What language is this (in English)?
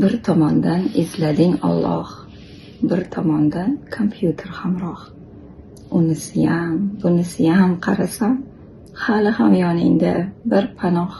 Uzbek